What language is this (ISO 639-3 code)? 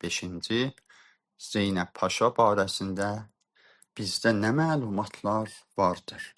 azb